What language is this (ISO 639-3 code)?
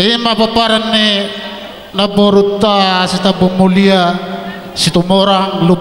bbc